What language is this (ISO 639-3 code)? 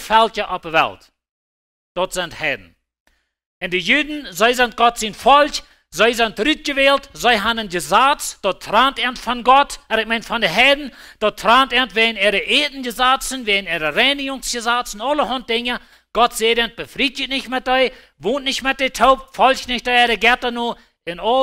pdt